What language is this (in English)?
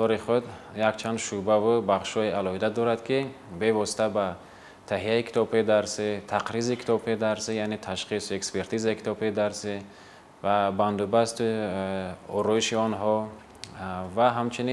Tajik